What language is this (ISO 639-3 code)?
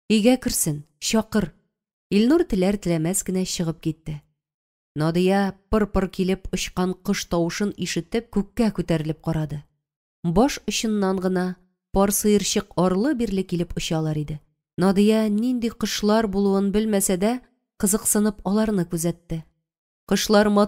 tat